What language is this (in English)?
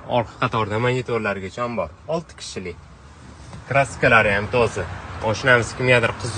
Uzbek